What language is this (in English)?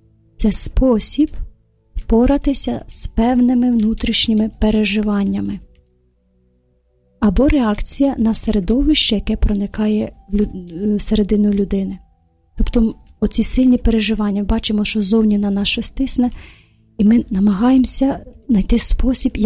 Ukrainian